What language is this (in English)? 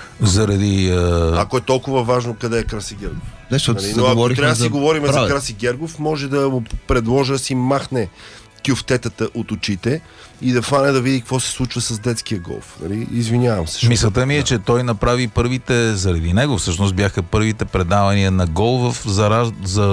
Bulgarian